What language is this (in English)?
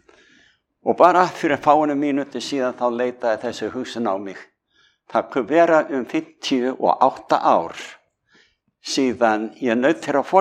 Icelandic